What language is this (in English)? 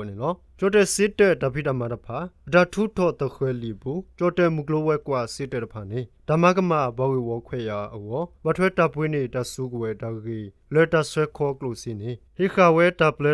S'gaw Karen